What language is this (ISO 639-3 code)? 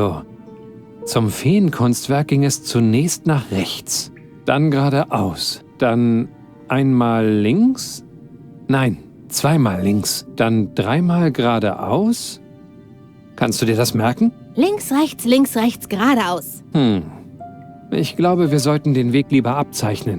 bar